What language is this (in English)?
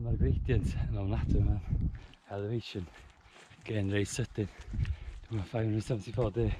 Welsh